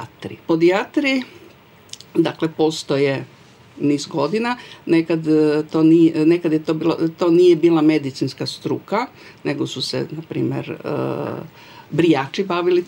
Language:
Croatian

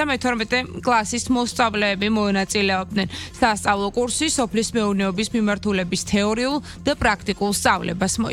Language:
Georgian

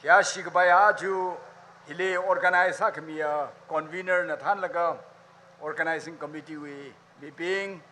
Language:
Tangkhul Naga (India)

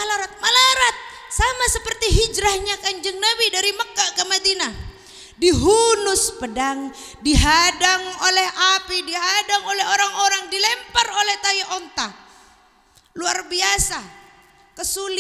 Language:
Madurese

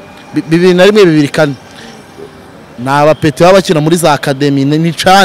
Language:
Kinyarwanda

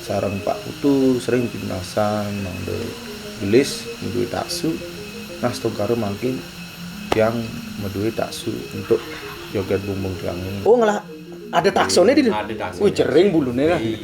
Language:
Balinese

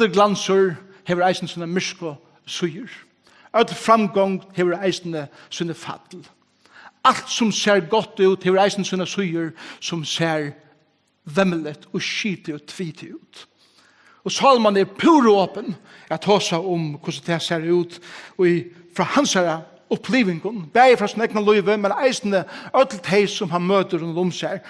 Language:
Faroese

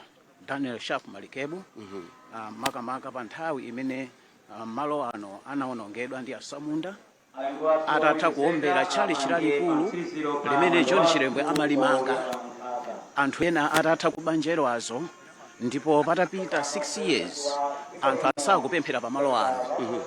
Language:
Nyanja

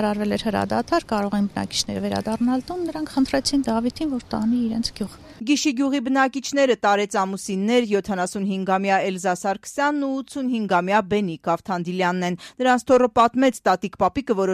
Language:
Armenian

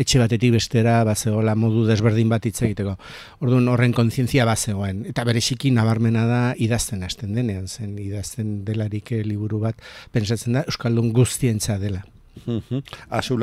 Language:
Basque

